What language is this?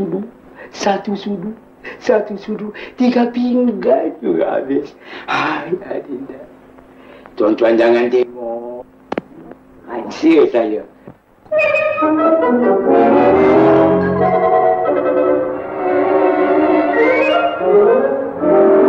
Malay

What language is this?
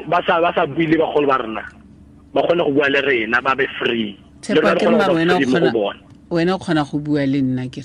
Tswana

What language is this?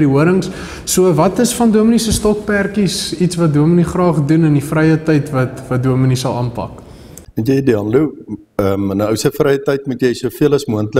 Afrikaans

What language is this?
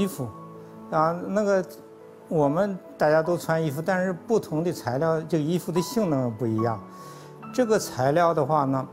Chinese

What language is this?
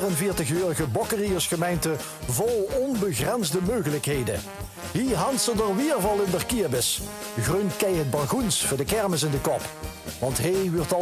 Limburgish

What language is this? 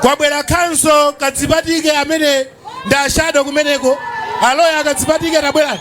Nyanja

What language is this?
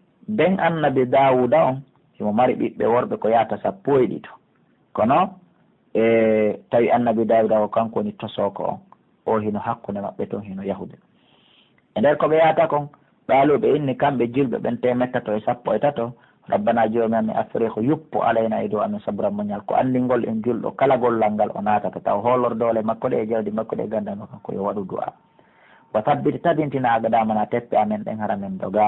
Pular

